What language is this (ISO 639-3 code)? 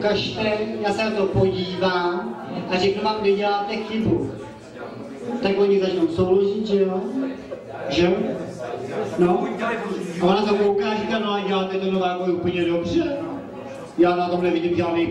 ces